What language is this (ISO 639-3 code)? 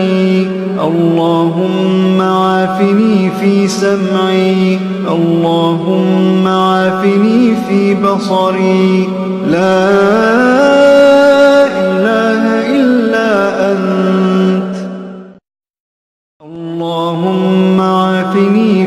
ara